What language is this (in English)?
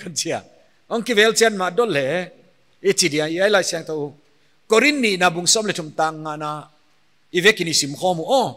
Paite Chin